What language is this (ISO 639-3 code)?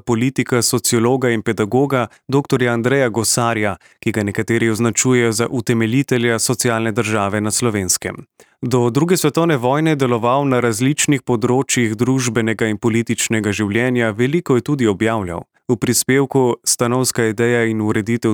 slv